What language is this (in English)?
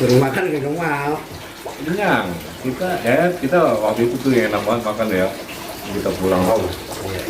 Betawi